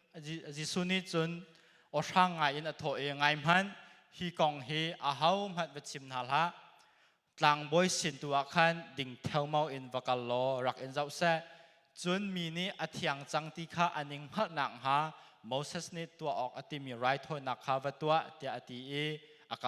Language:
Hakha Chin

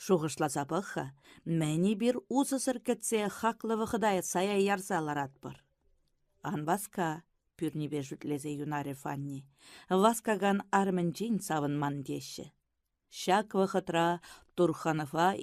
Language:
Chuvash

